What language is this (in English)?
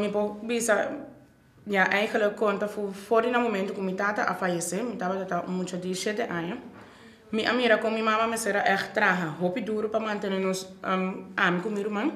Papiamento